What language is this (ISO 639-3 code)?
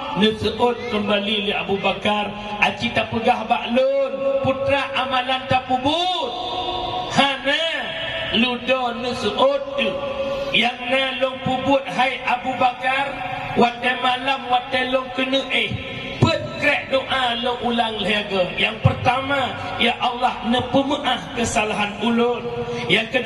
ace